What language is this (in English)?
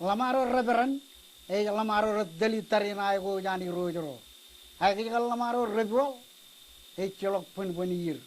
Marshallese